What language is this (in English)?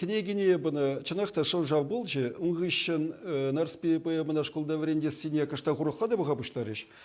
Chuvash